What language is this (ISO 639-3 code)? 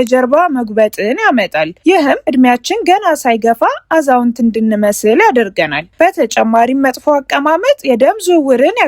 amh